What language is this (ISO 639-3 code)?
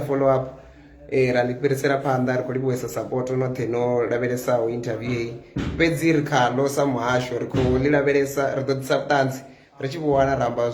ven